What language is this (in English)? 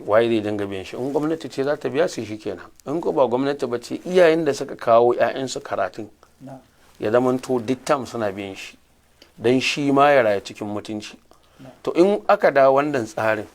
Hausa